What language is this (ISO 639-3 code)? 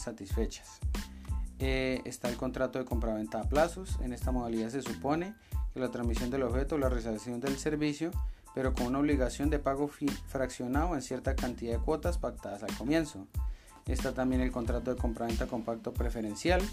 spa